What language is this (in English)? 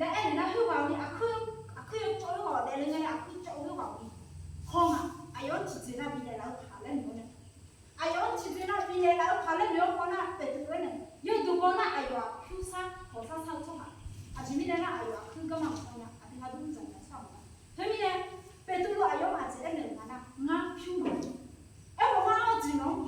Akha